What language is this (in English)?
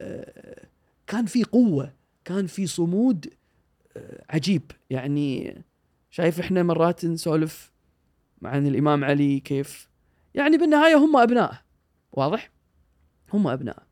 Gulf Arabic